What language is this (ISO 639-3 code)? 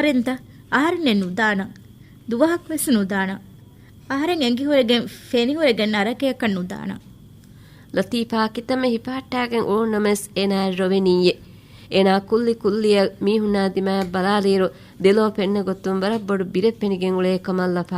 div